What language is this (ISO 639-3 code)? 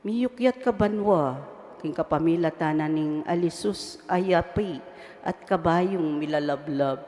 pam